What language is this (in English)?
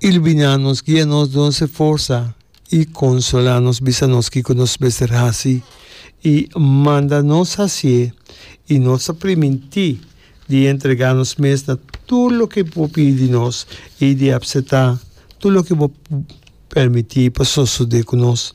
Papiamento